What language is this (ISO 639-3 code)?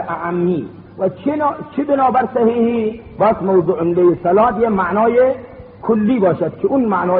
fas